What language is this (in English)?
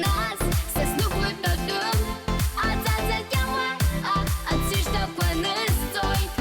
Abkhazian